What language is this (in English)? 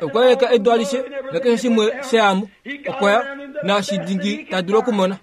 Kuanyama